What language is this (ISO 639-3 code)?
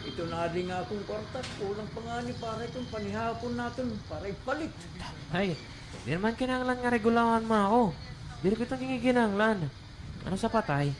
war